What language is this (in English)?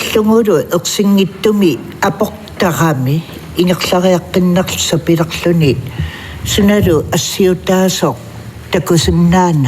Kalaallisut